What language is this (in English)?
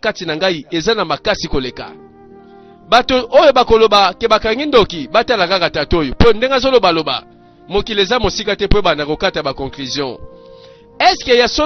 Lingala